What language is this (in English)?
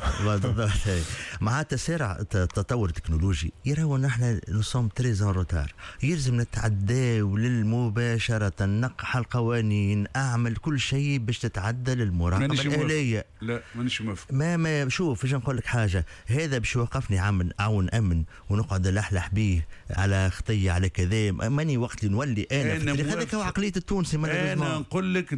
Tunisian Arabic